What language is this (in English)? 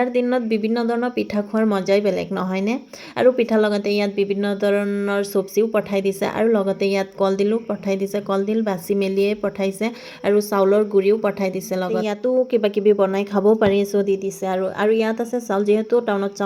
Assamese